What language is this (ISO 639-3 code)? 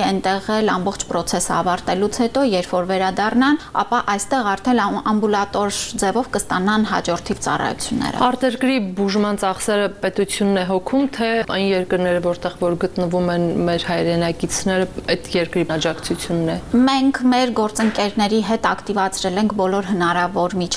hye